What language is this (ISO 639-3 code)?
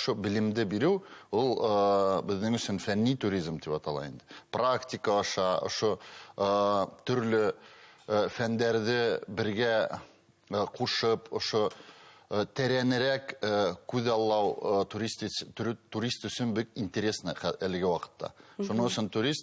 bak